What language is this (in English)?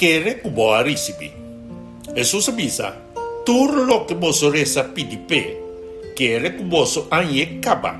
Papiamento